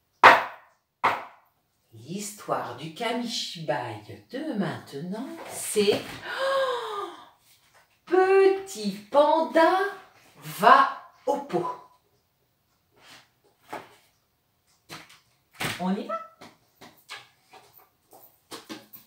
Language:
French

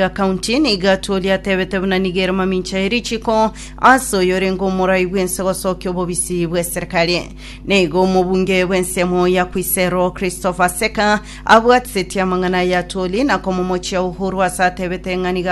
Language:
Gusii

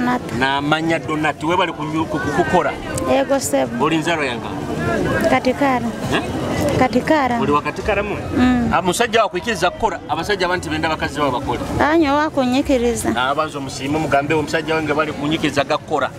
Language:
Nyoro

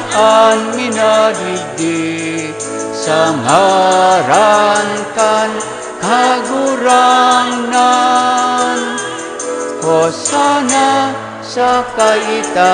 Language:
Bikol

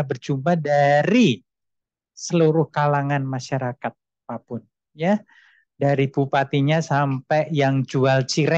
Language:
Indonesian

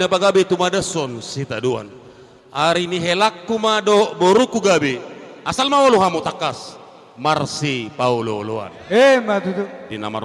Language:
Batak Toba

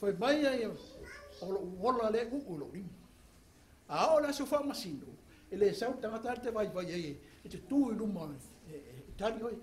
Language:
Samoan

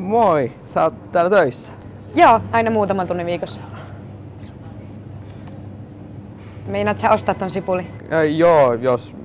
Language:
Finnish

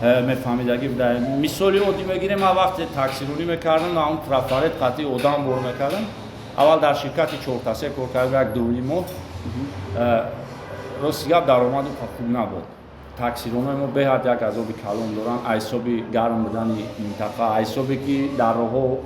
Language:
Tajik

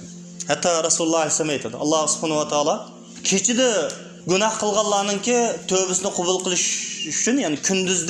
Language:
Uyghur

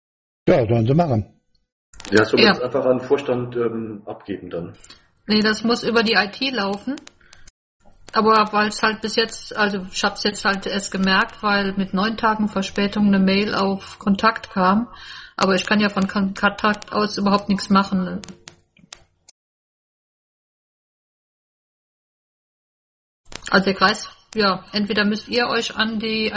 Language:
German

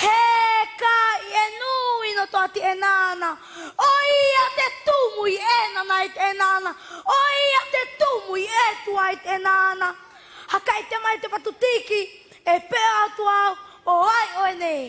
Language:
South Marquesan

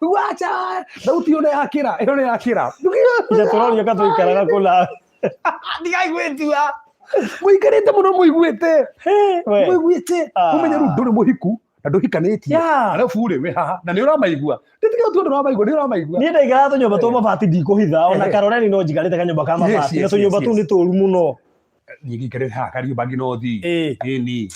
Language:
Kikuyu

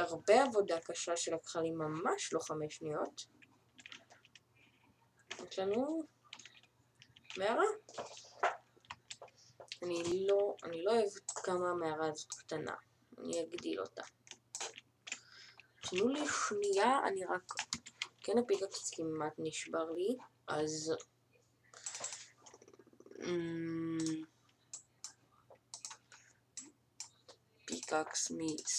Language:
Hebrew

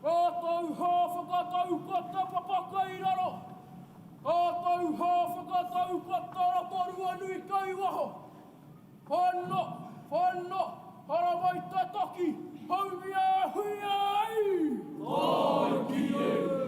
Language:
Māori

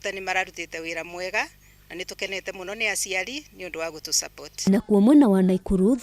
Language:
Kikuyu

